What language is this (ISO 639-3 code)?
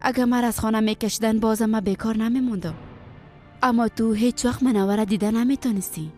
fas